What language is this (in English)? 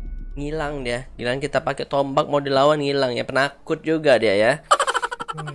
Indonesian